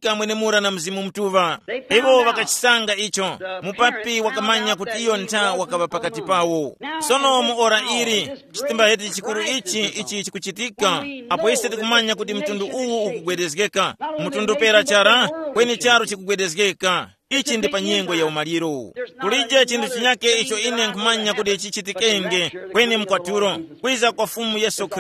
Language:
Tumbuka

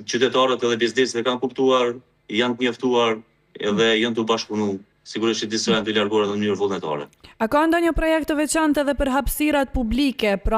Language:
Albanian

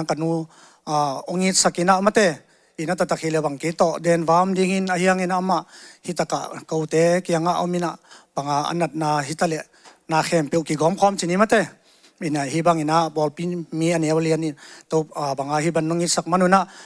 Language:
Tedim Chin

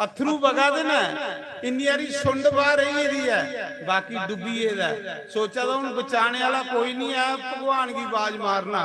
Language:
Dogri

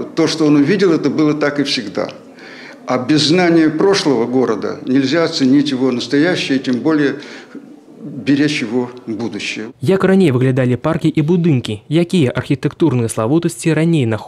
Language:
Belarusian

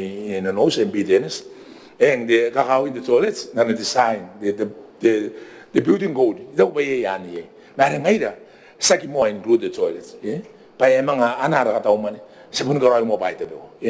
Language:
Gilbertese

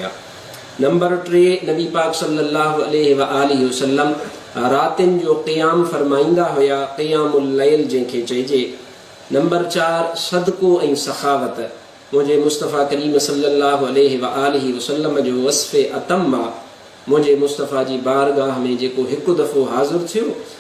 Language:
Sindhi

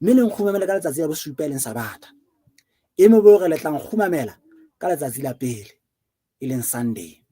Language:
Southern Sotho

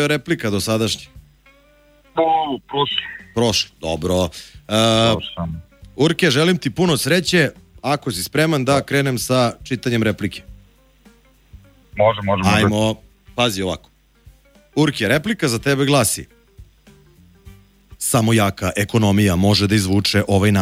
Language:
Serbian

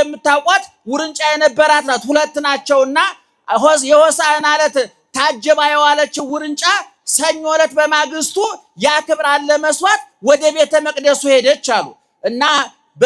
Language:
Amharic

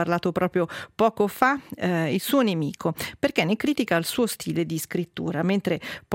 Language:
Italian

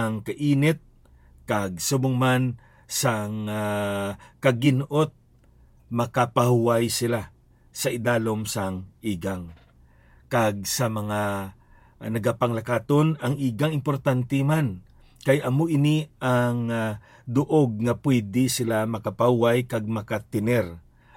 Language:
Hiligaynon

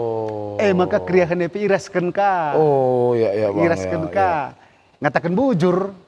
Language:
Batak Karo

